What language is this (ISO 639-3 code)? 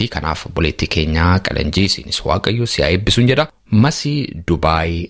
orm